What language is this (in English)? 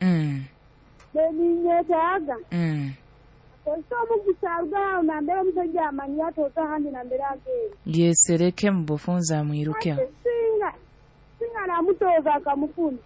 Nyoro